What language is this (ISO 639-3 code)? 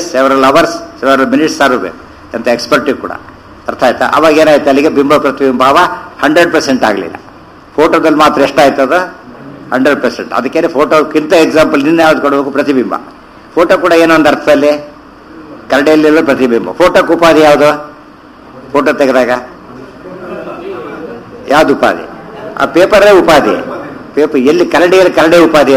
kan